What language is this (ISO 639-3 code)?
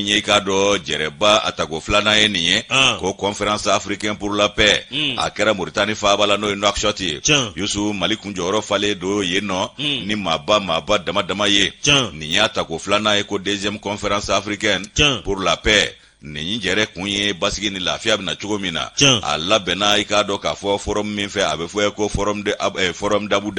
bam